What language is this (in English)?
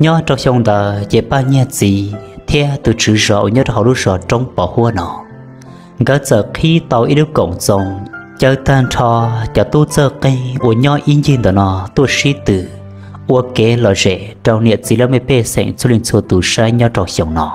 Hmong